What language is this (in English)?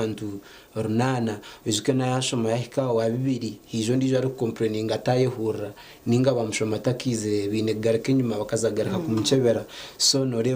Nyankole